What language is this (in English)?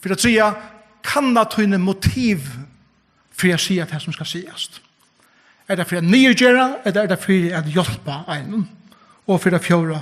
Faroese